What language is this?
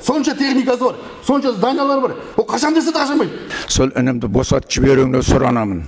Kazakh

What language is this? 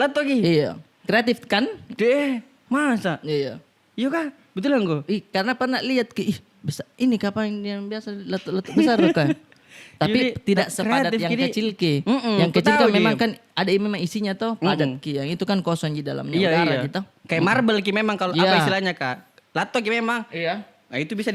Makassar Malay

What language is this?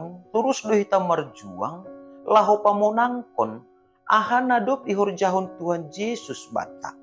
Batak Simalungun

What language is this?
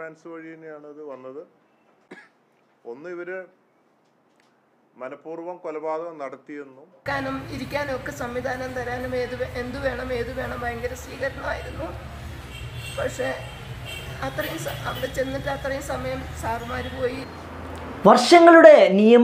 Malayalam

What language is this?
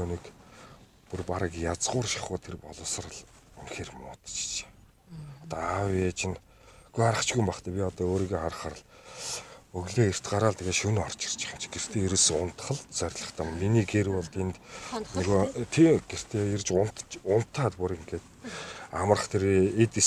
Mongolian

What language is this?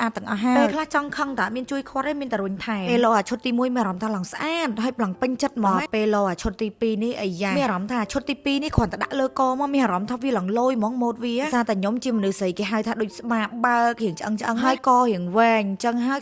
Khmer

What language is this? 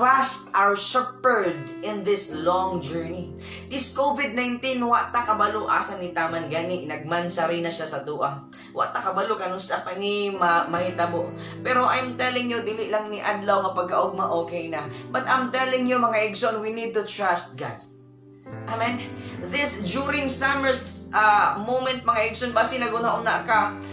Cebuano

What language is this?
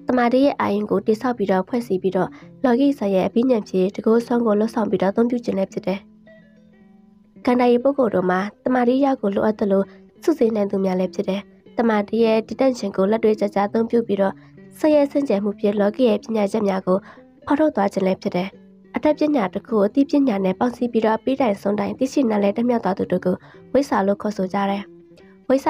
Burmese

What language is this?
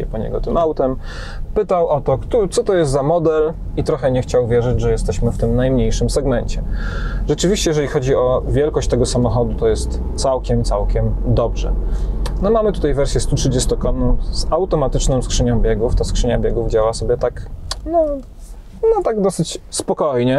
Polish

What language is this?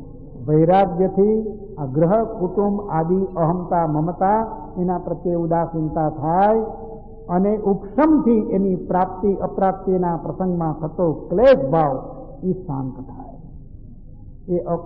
Gujarati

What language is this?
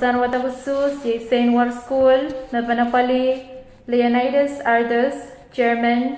Pohnpeian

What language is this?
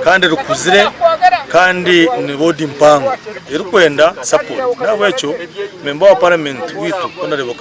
Nyankole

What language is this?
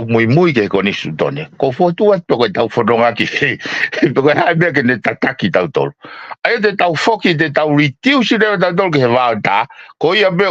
Tongan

